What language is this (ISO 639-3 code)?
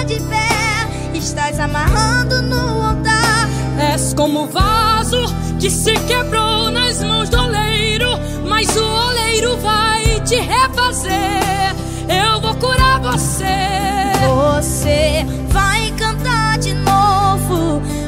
por